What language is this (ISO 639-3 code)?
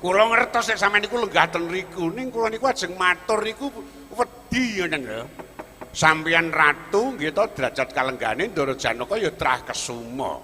jav